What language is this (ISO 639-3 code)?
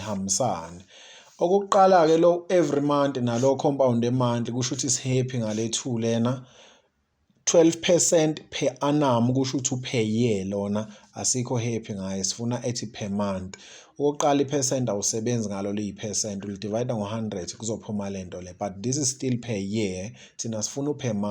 zul